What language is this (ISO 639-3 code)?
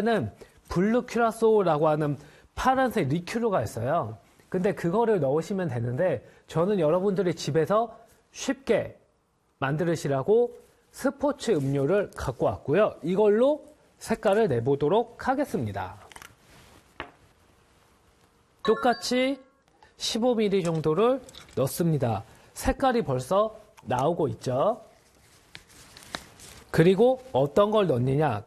kor